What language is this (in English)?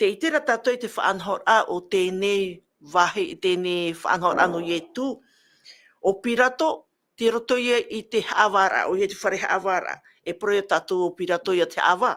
Tahitian